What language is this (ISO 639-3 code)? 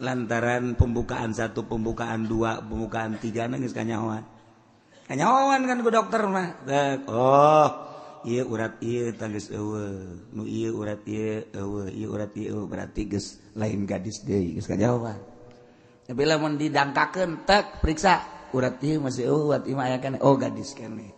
sun